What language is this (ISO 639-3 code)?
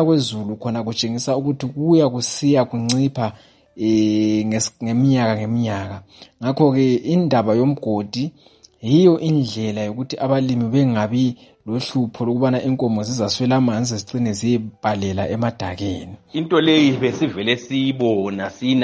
nde